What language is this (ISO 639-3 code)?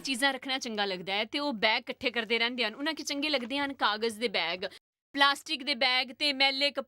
doi